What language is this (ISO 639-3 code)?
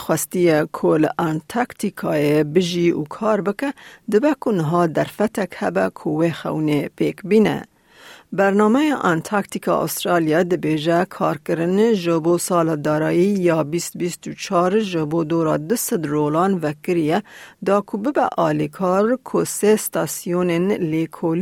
kur